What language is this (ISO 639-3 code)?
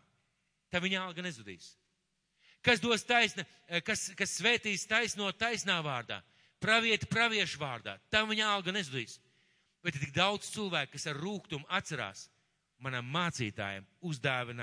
lav